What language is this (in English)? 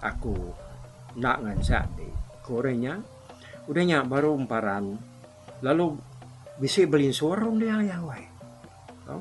Iban